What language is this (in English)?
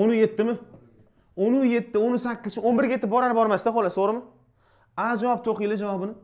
Uzbek